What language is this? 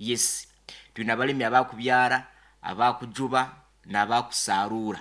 Nyoro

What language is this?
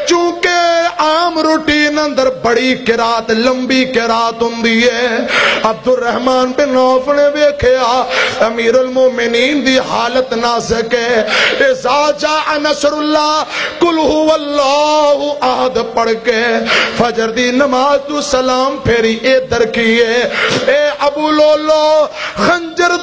Western Panjabi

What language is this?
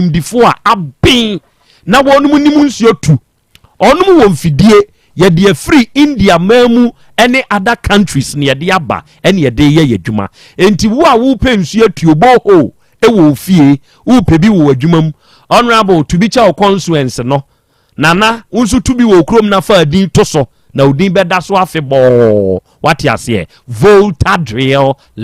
Akan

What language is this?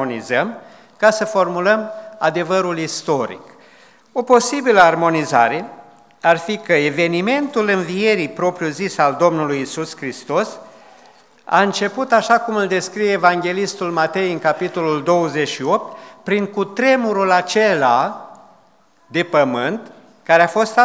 Romanian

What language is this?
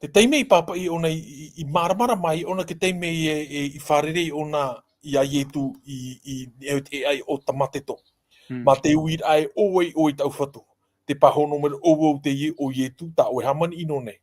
Tahitian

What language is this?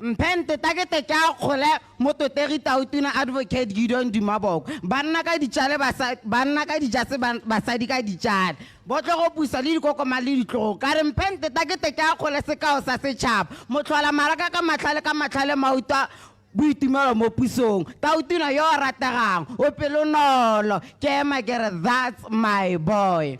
Tswana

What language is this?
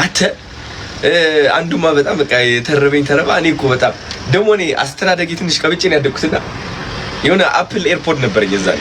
Amharic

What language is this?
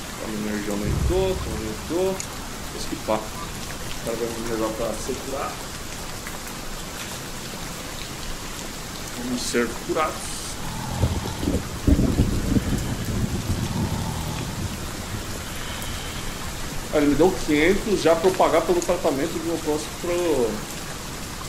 Portuguese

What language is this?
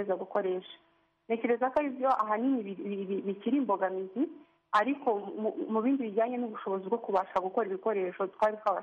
Kinyarwanda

